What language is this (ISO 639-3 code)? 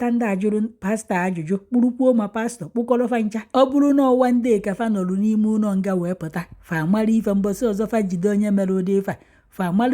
ibo